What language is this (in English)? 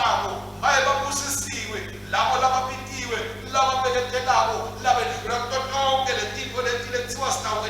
Swati